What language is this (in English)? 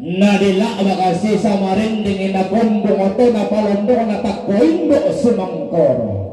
Toraja-Sa'dan